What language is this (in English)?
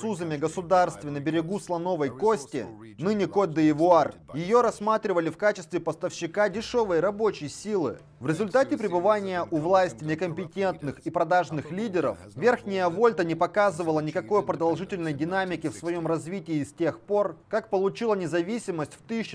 Russian